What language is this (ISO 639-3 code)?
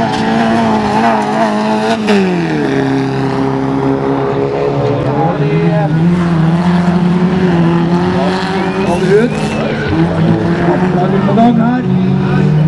nor